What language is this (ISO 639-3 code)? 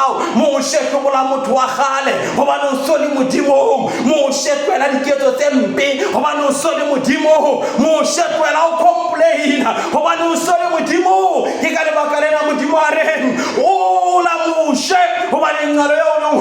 sot